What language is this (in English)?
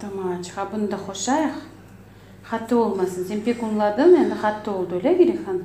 Crimean Tatar